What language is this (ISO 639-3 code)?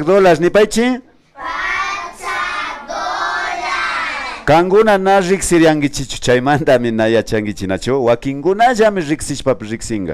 qvi